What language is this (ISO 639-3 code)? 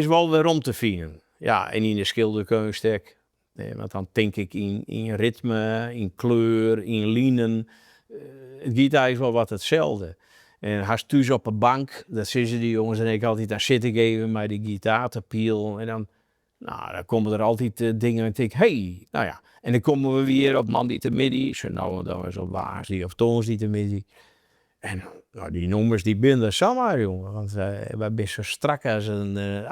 fry